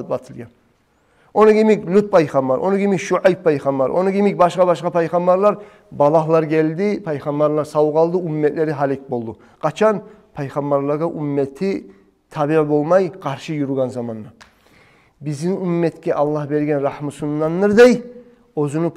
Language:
Kumyk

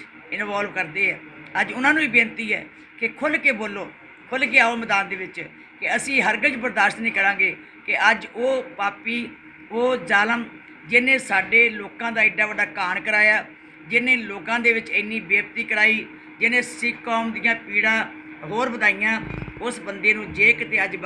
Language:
Punjabi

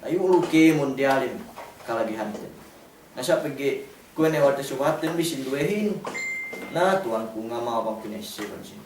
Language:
Yakan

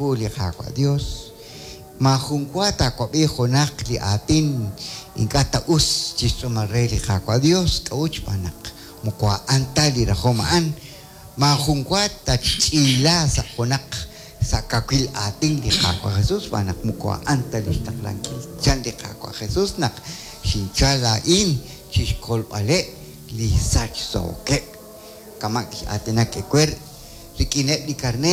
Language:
Kekchí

